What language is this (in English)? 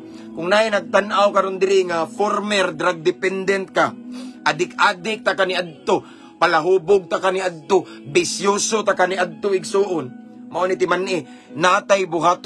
Cebuano